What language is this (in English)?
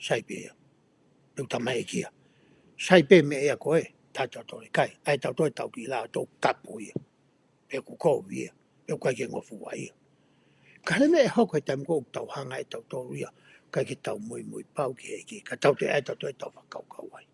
Tongan